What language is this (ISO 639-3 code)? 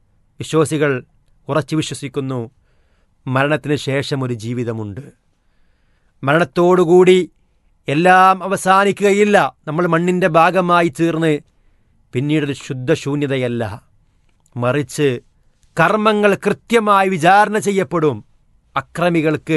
mal